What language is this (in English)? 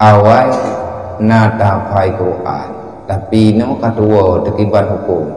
Achinese